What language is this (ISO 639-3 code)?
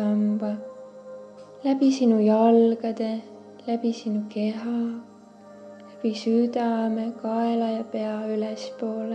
est